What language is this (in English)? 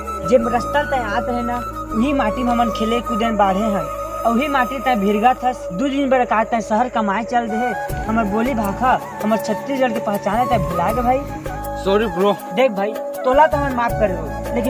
Chhattisgarhi